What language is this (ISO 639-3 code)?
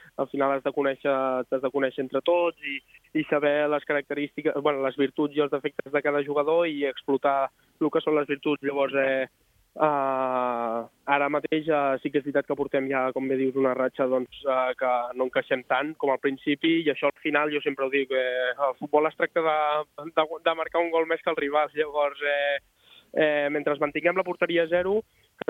cat